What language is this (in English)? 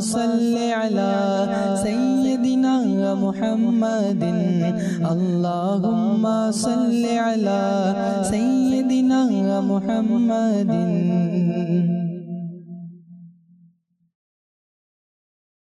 Bangla